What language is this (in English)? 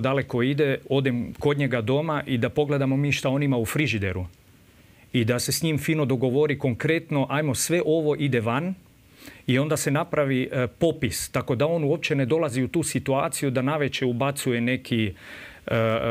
Croatian